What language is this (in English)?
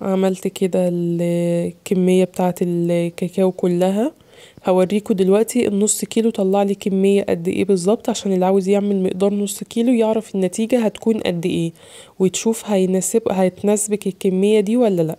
Egyptian Arabic